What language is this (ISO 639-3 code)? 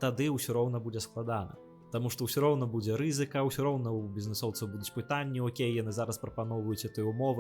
bel